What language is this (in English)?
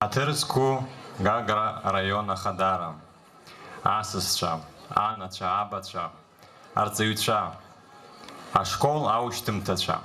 Abkhazian